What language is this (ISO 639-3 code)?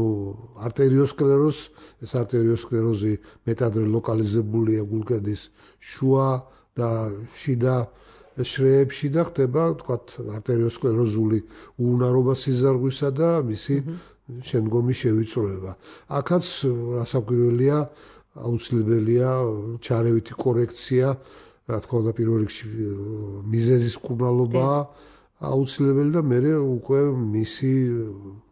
kat